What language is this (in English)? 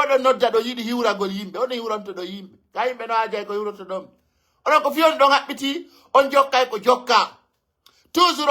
Pular